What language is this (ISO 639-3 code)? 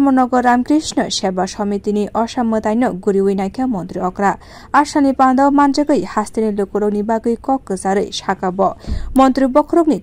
trp